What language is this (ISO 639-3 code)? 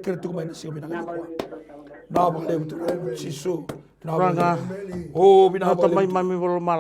fij